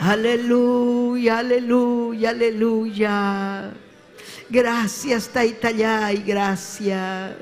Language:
Ayacucho Quechua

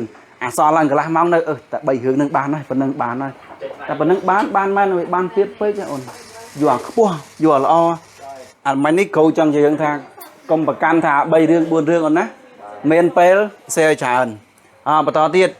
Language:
Khmer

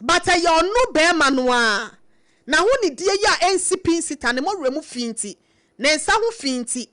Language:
Akan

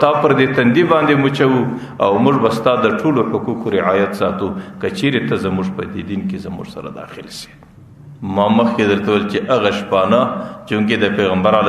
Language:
Pashto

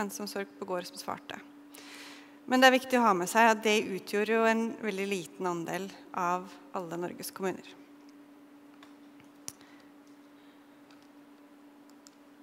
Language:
Norwegian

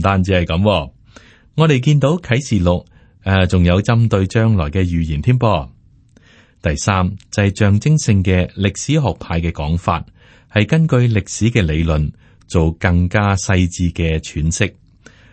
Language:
Cantonese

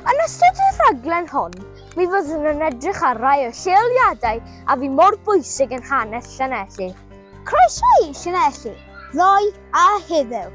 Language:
Welsh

